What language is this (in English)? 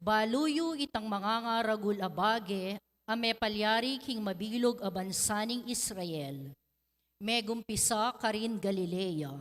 Pampanga